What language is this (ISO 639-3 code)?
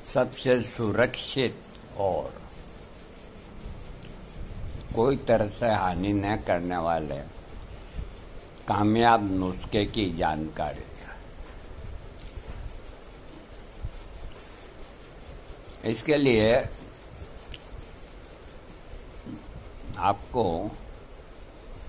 hin